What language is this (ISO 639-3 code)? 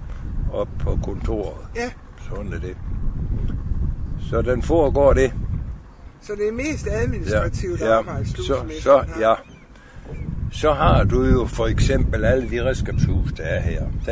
dan